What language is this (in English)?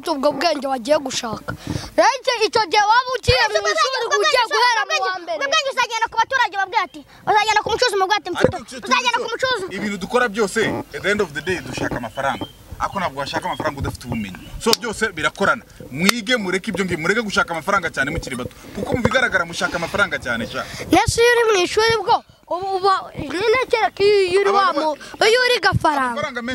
Kinyarwanda